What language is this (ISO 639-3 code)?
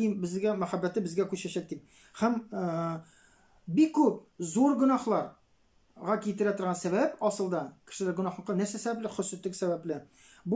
tat